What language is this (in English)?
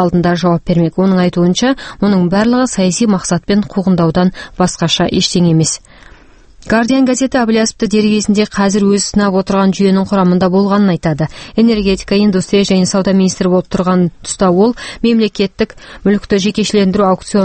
Kazakh